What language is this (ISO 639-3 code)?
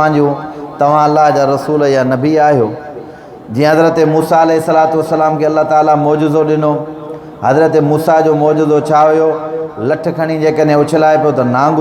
snd